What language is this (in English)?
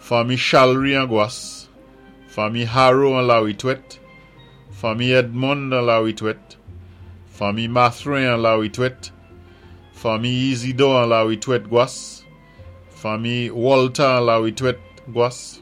Saint Lucian Creole French